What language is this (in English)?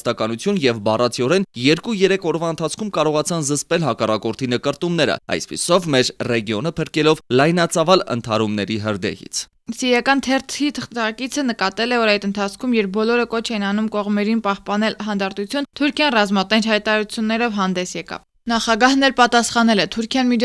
Armenian